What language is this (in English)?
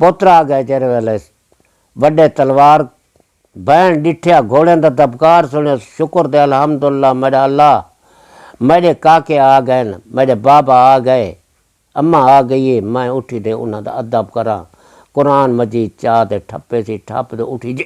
Saraiki